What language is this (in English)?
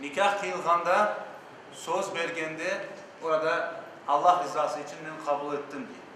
Crimean Tatar